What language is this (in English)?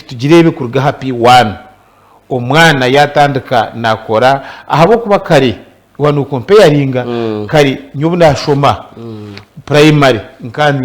Nyankole